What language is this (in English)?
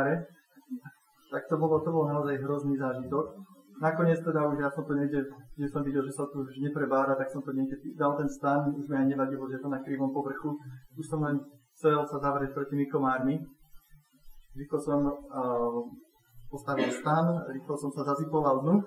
Slovak